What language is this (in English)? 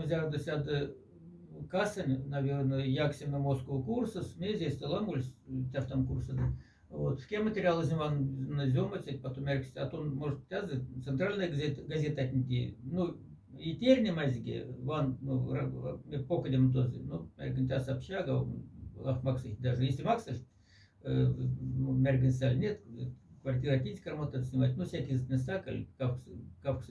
Moksha